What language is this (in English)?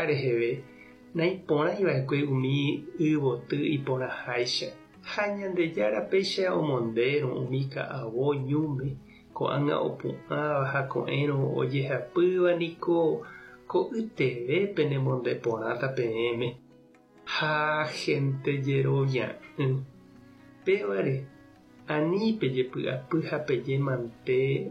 Guarani